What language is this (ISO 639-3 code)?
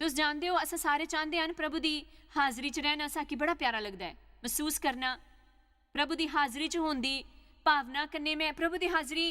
doi